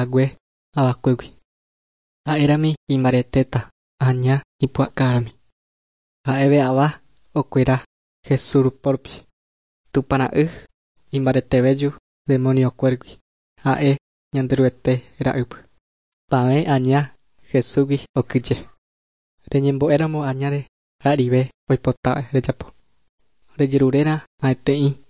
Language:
Guarani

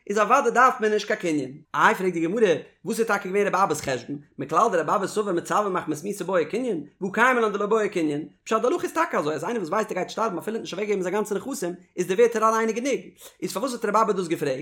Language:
Yiddish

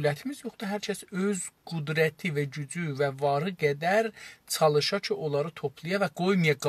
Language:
South Azerbaijani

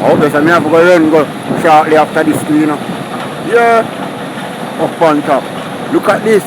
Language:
Jamaican Creole English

